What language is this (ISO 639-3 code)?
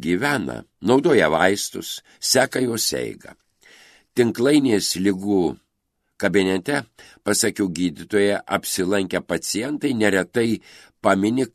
lit